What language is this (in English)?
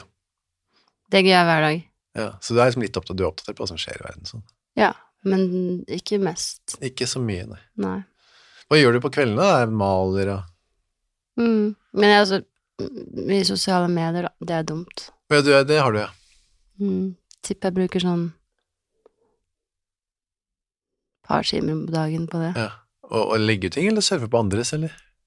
Norwegian